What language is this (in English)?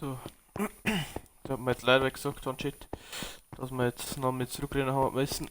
Bavarian